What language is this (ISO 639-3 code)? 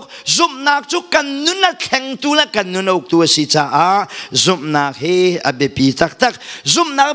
cnh